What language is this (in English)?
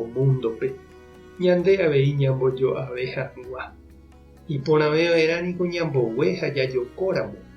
Guarani